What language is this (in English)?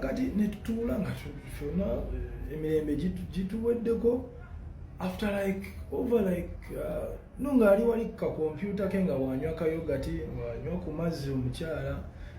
Ganda